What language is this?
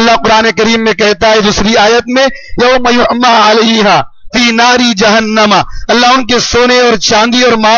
Urdu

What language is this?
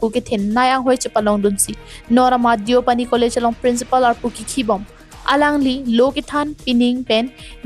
Karbi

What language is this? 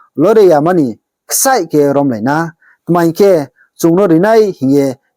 Riang (India)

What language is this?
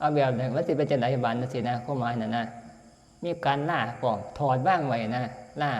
Northeastern Thai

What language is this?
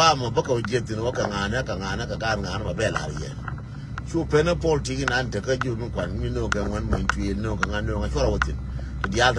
Nuer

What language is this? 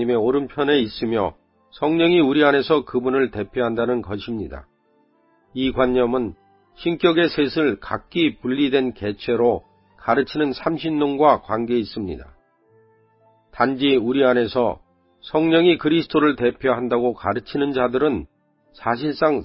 Korean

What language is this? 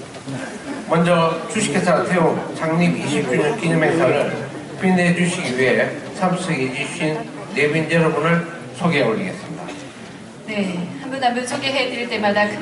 Korean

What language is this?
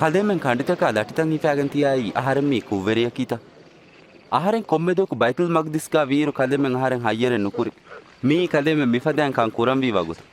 Divehi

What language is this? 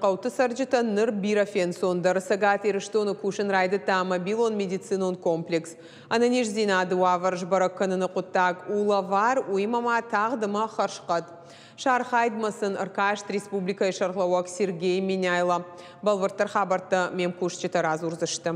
Ossetic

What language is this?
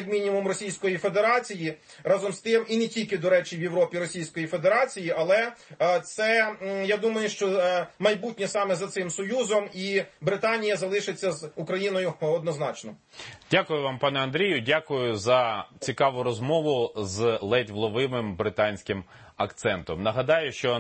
Ukrainian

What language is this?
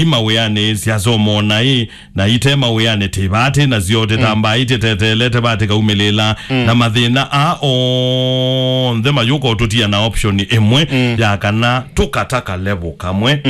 Kamba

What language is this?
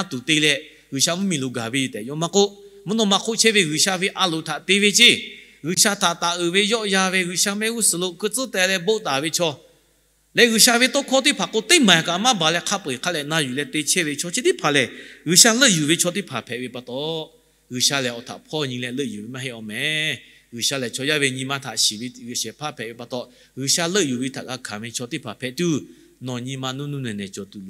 Lahu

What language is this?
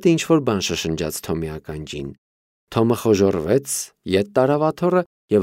Armenian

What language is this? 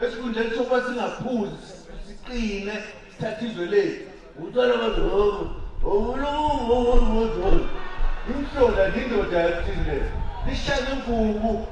Zulu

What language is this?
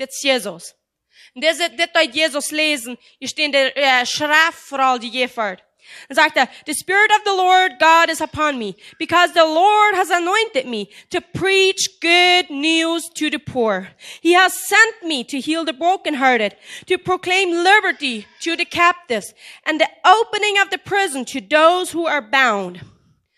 Plautdietsch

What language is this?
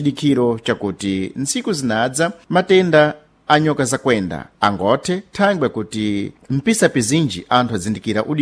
Sena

